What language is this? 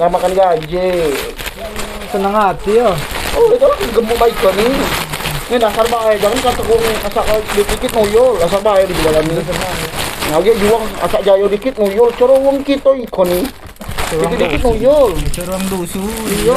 Musi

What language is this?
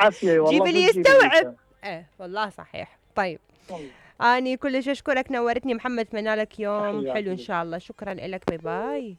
Mesopotamian Arabic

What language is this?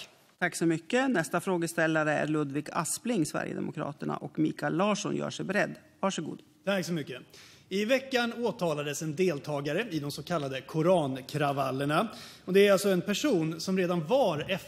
Swedish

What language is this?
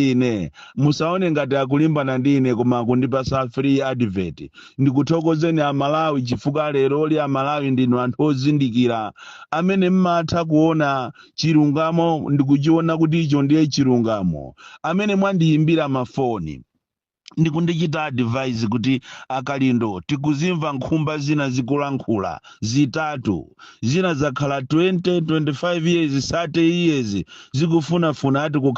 Nyanja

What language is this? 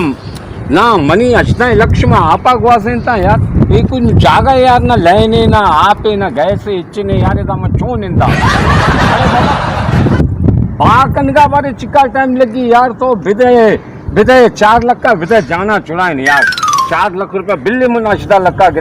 Baluchi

